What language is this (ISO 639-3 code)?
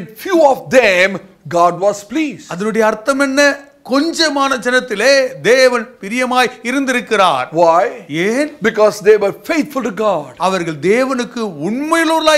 tam